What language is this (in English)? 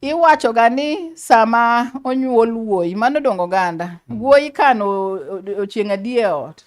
Luo (Kenya and Tanzania)